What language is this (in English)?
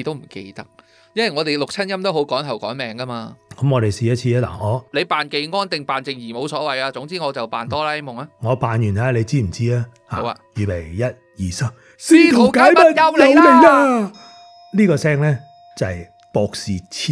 Cantonese